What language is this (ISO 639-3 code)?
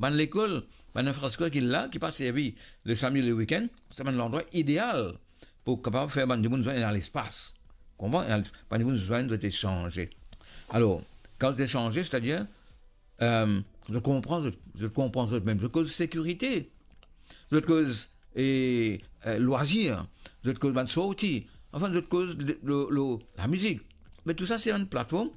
mfe